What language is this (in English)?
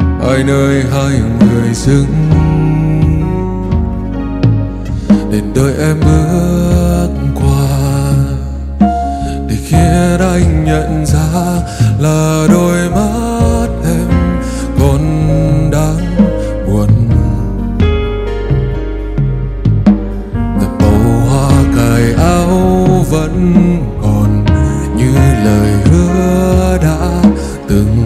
Vietnamese